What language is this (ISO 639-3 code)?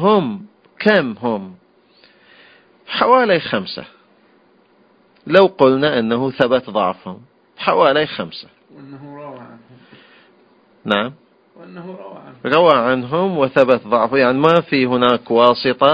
ara